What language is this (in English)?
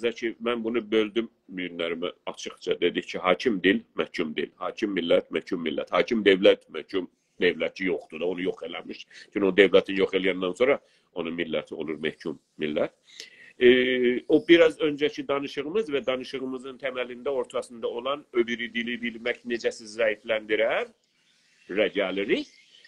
South Azerbaijani